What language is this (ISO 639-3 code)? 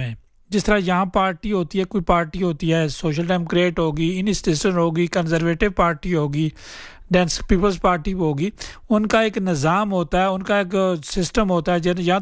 urd